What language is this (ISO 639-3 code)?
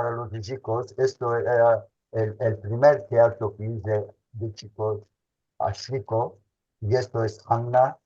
lad